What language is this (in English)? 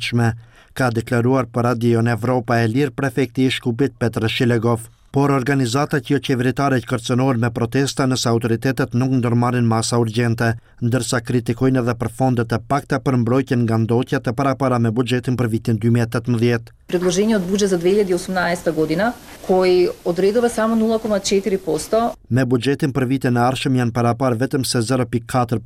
Albanian